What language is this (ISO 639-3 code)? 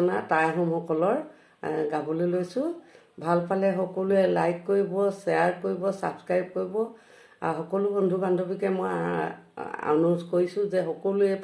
asm